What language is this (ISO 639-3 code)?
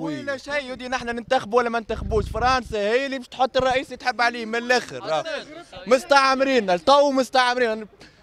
aeb